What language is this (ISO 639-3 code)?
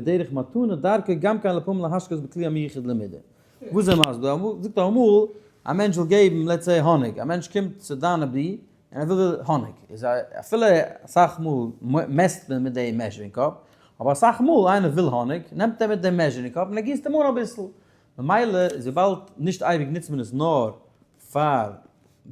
yid